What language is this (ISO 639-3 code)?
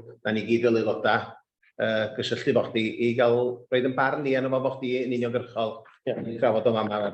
cym